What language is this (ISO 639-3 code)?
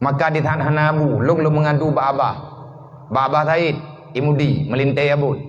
ace